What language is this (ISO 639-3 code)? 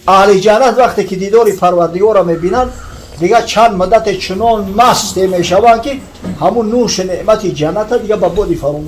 tgk